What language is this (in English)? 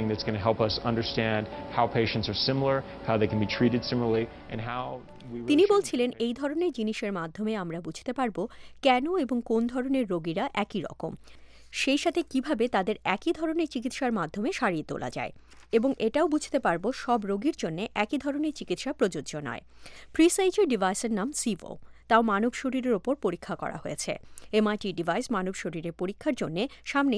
Bangla